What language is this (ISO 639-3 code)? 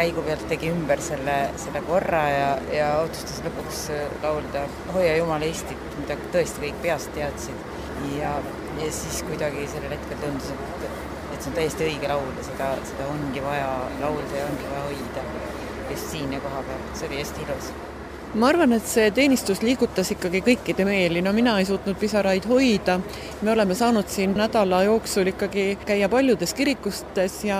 est